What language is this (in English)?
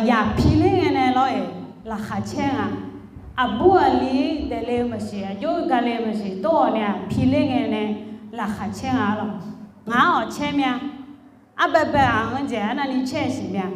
Akha